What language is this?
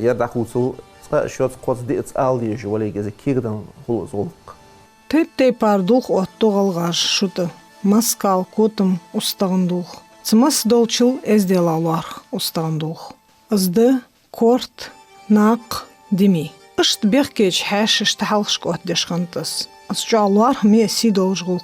Ingush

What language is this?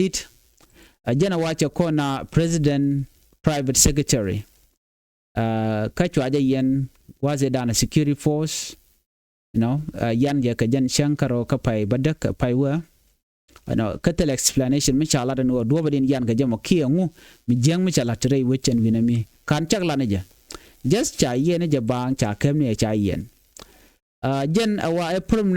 Nuer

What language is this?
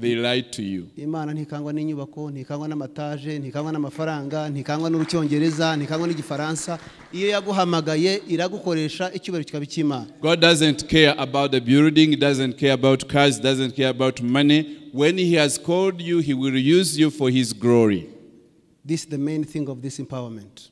Kinyarwanda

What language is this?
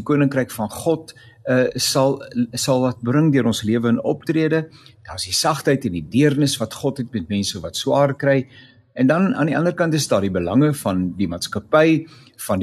Afrikaans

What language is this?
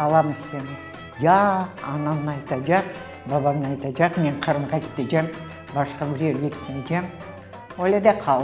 Crimean Tatar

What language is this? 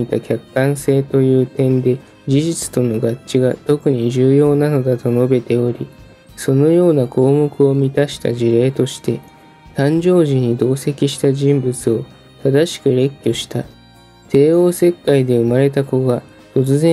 Japanese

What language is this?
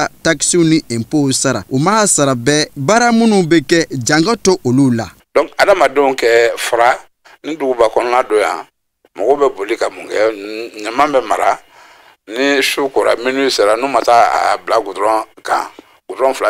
Bambara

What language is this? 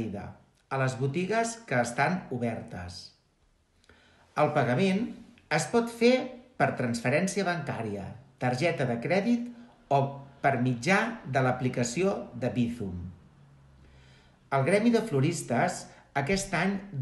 Catalan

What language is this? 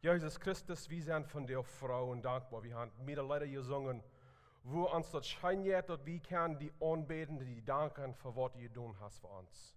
Plautdietsch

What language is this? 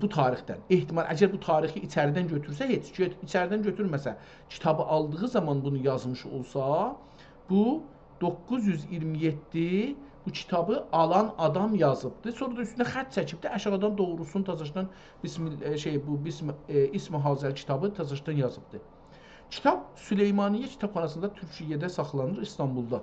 South Azerbaijani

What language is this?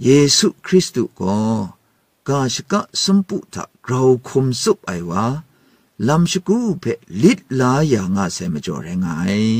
Kachin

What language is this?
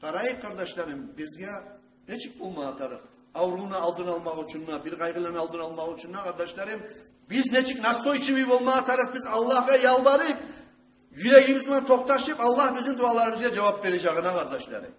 Kumyk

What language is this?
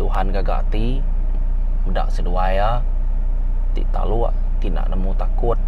Iban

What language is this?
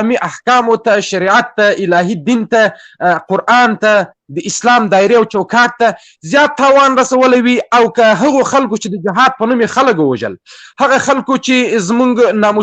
Pashto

